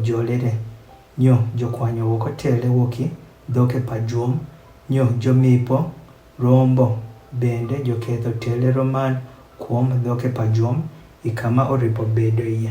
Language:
Adhola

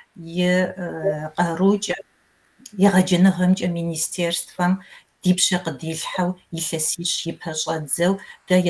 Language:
Kabardian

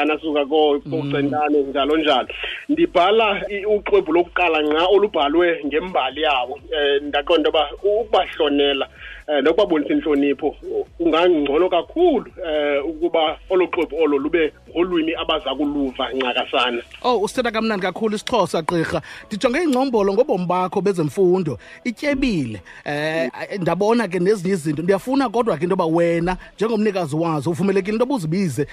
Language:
Xhosa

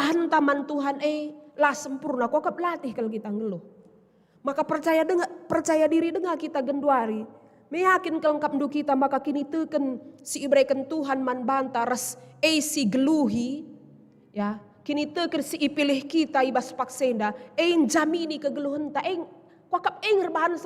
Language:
Batak Karo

